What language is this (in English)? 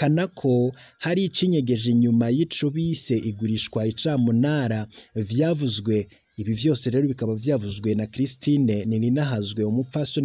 Rundi